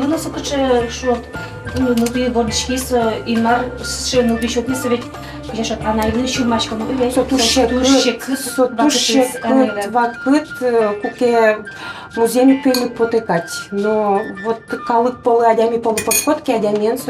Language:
Udmurt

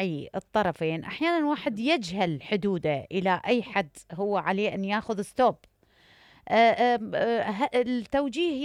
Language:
Mesopotamian Arabic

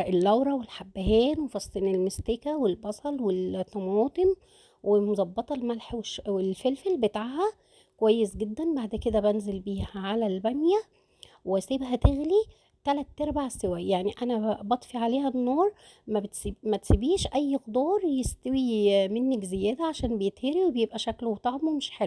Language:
Egyptian Arabic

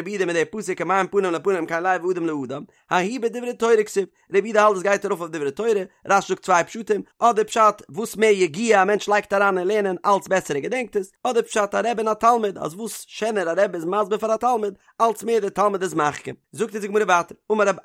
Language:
Yiddish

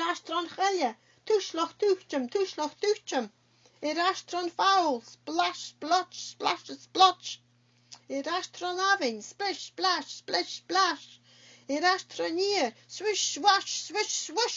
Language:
Scottish Gaelic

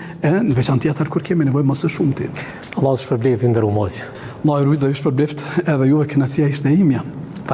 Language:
Albanian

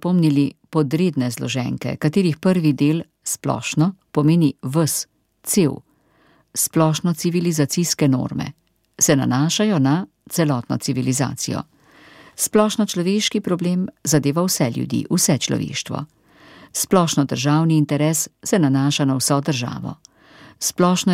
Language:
Slovenian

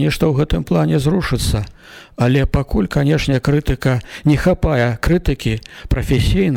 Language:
Belarusian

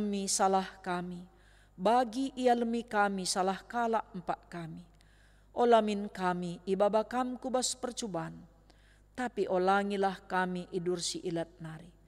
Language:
Batak Karo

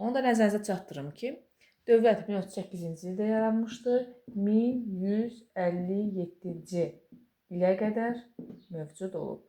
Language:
Azerbaijani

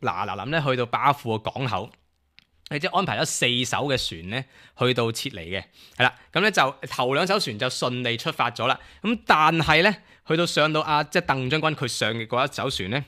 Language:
Cantonese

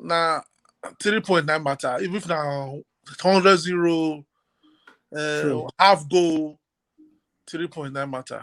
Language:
Nigerian Pidgin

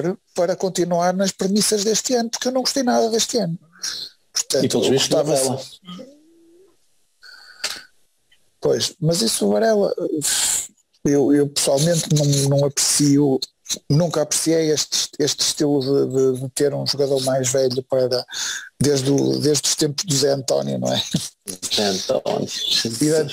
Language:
Portuguese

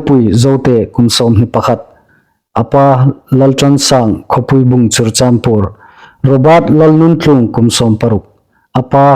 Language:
Hmar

